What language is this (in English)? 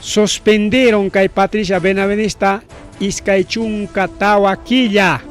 Ayacucho Quechua